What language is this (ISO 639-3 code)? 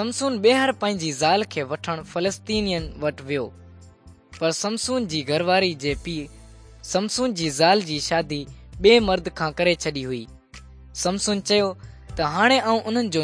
snd